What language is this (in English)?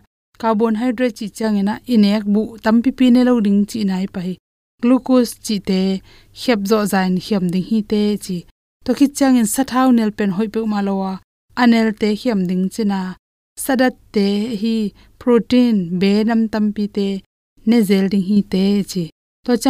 Tedim Chin